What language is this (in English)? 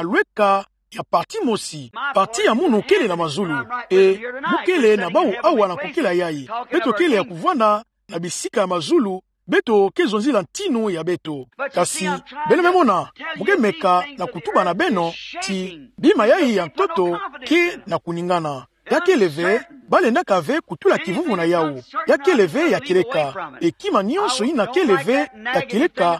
Kituba (Democratic Republic of Congo)